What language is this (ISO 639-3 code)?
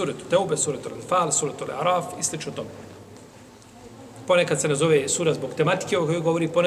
bos